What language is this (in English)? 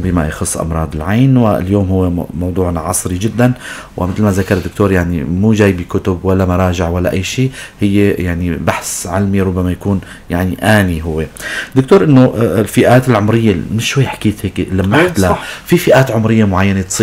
North Levantine Arabic